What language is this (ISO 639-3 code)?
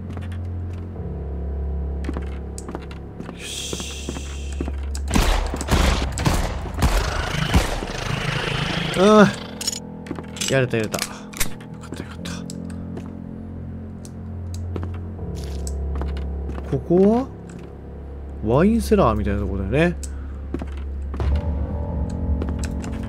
jpn